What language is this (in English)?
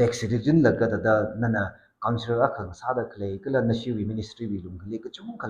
Tangkhul Naga (India)